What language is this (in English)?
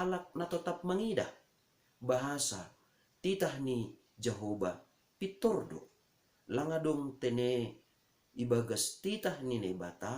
Batak Simalungun